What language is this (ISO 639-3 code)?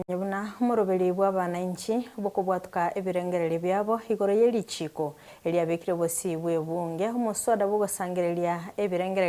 guz